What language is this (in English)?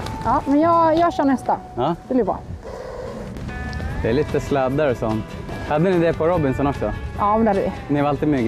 Swedish